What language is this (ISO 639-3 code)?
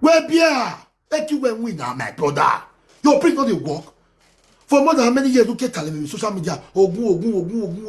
pcm